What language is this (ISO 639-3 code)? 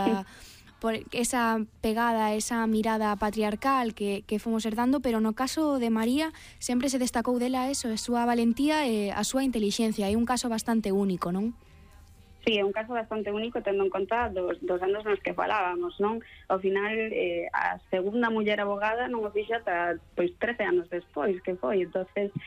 glg